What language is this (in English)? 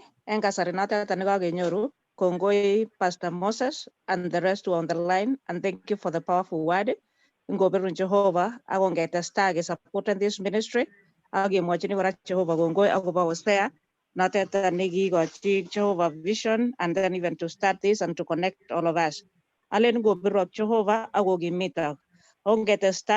Kalenjin